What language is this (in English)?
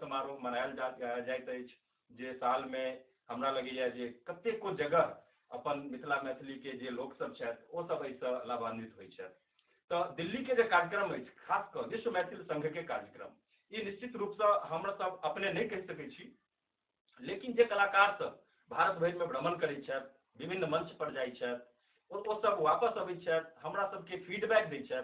Maithili